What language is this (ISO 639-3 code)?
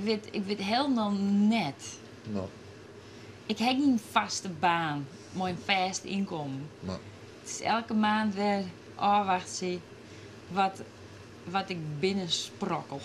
fry